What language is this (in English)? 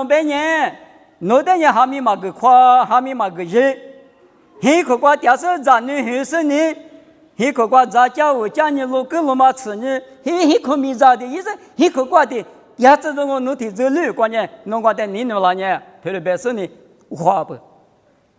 Lisu